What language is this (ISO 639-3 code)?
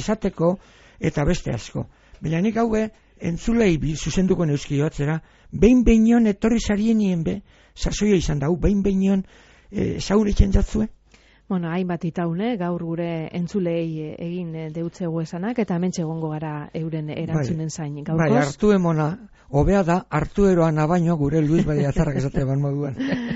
eus